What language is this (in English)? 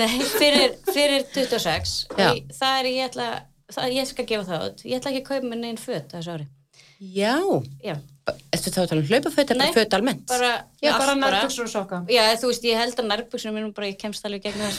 Icelandic